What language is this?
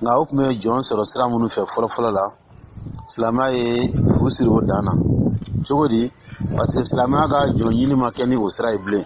Dyula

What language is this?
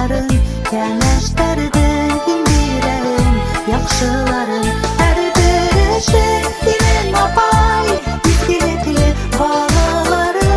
Bashkir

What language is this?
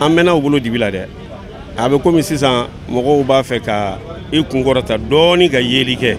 Bambara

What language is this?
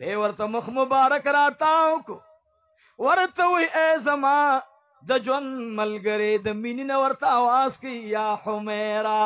Pashto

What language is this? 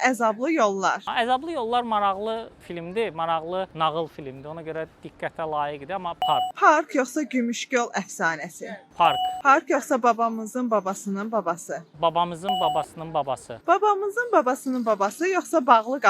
Azerbaijani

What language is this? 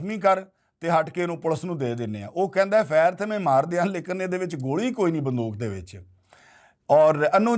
Western Panjabi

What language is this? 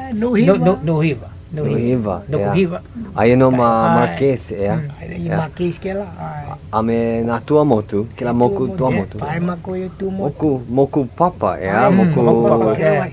Hawaiian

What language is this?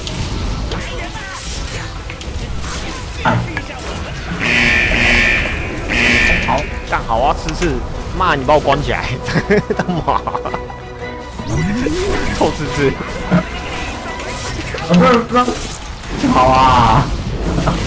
Chinese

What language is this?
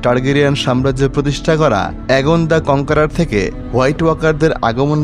Bangla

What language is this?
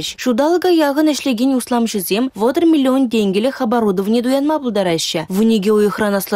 Chuvash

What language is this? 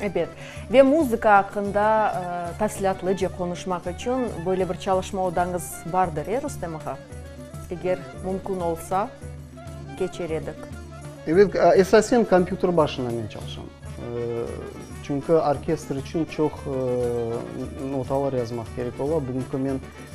Crimean Tatar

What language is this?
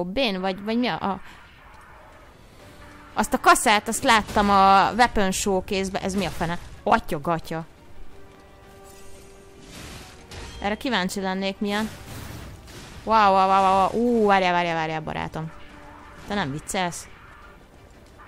Hungarian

